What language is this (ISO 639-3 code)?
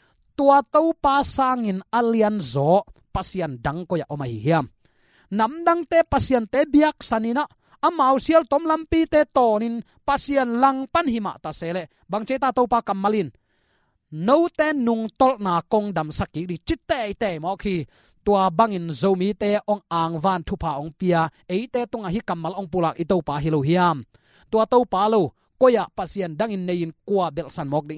ctd